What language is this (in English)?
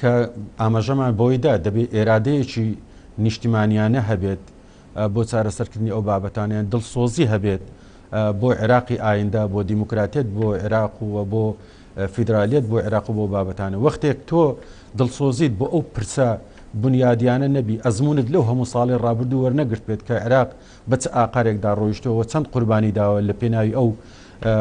Central Kurdish